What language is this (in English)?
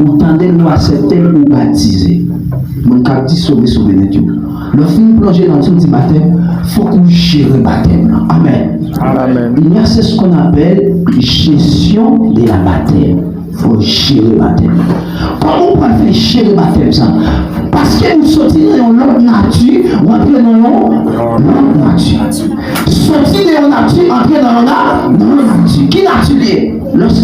Haitian Creole